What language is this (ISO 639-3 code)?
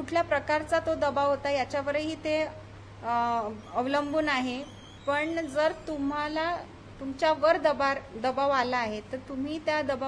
mar